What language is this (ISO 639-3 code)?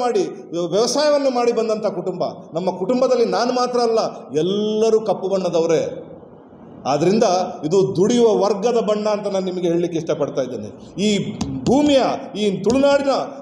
kan